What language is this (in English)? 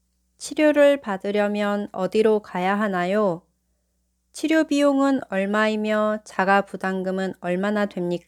Korean